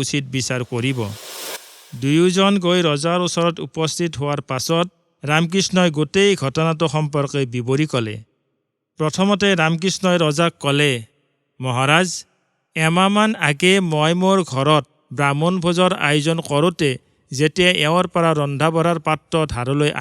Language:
Assamese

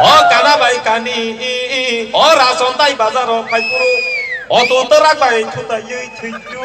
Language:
Kok Borok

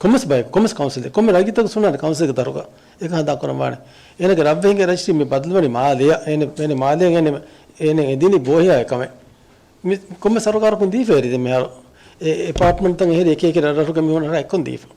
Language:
Divehi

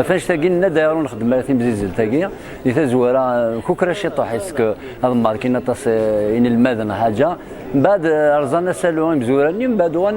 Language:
Kabyle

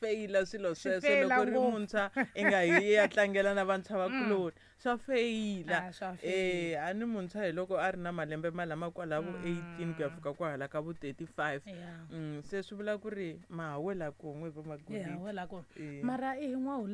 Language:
Tsonga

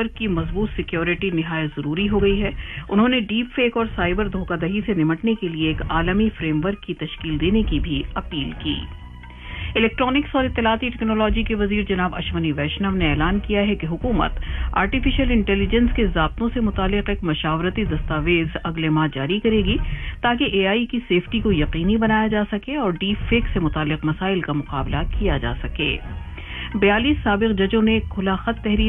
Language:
Urdu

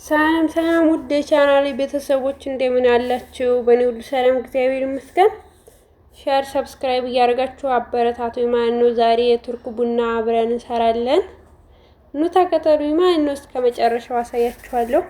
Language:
Amharic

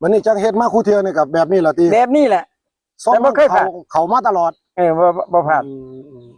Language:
Northeastern Thai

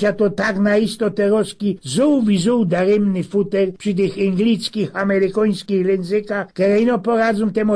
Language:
Silesian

